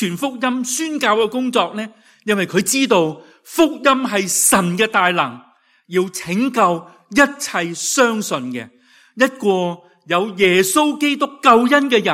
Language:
Cantonese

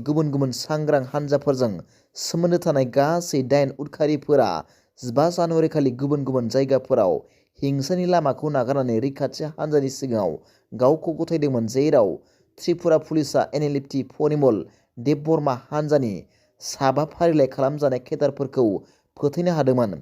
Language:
Bodo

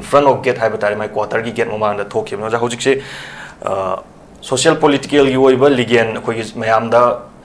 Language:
Manipuri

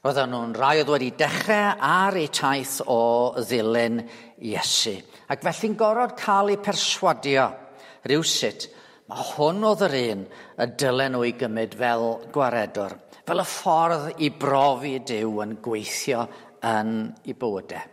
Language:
Welsh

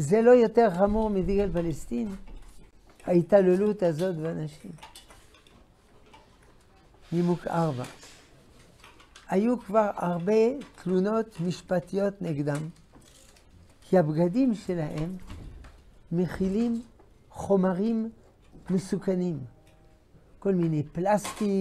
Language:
Hebrew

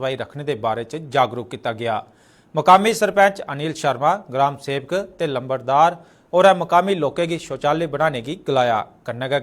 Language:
Dogri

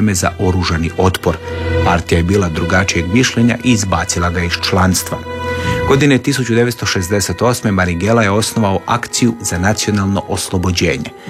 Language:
Croatian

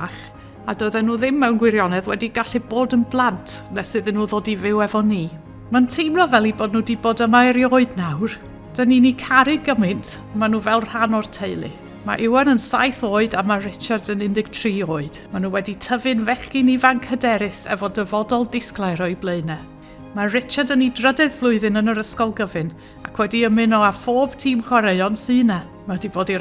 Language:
Welsh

